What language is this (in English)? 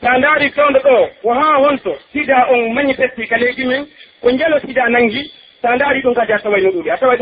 Pular